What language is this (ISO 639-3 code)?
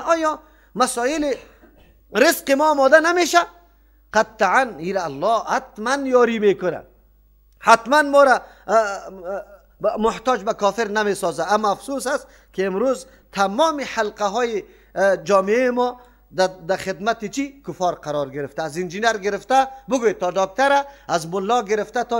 fas